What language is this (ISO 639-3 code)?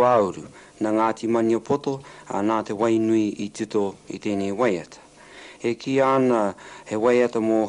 mri